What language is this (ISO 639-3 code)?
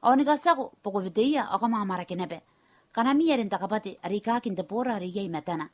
gil